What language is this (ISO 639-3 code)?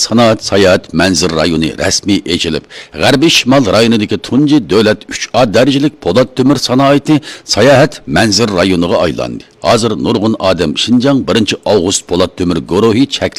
uig